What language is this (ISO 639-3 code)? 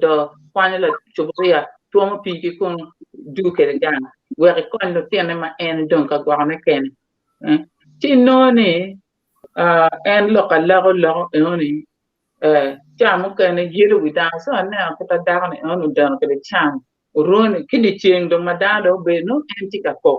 ach